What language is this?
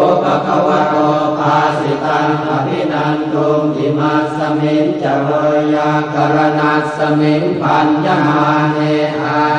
Pali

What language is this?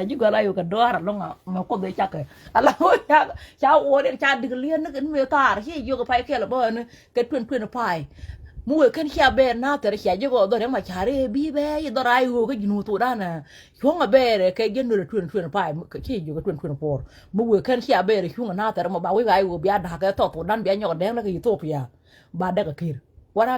Nuer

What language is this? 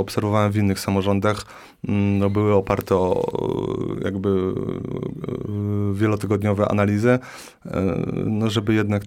Polish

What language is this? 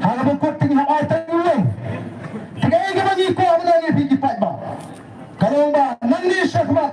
Khasi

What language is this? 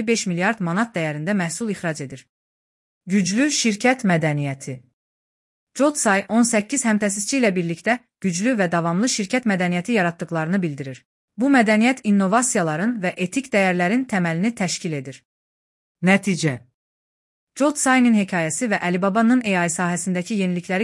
Azerbaijani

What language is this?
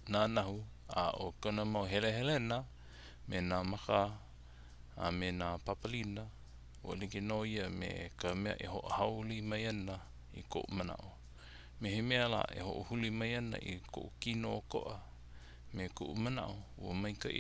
Hawaiian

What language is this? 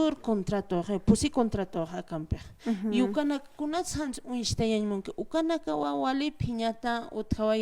Aymara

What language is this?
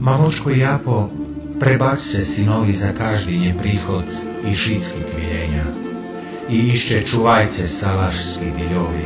Rusyn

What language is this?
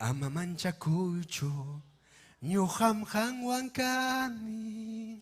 Ayacucho Quechua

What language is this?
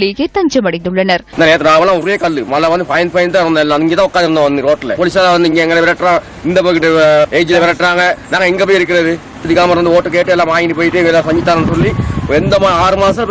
Tamil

